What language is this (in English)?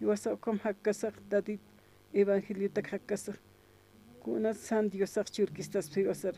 Aymara